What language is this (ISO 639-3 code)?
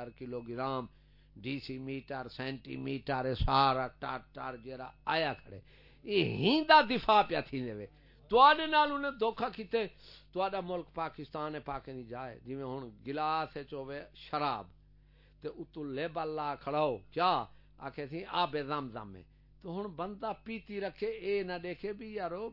skr